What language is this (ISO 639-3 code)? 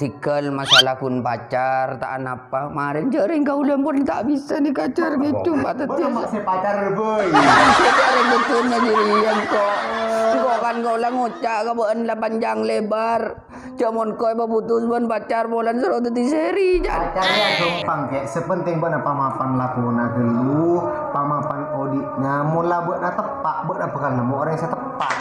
mad